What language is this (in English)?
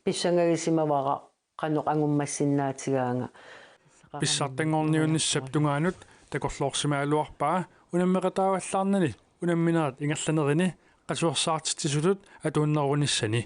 Kalaallisut